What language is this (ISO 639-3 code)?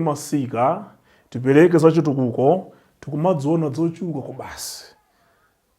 nya